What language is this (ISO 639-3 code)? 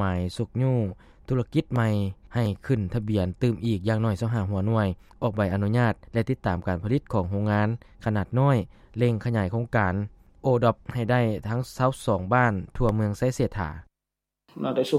lao